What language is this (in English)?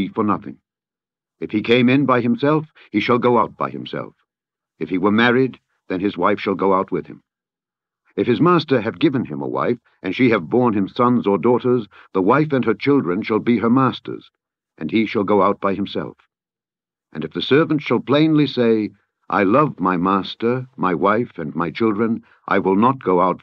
English